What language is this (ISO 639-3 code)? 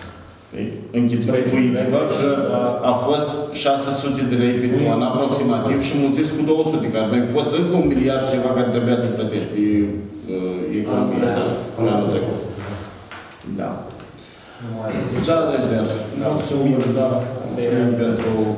ron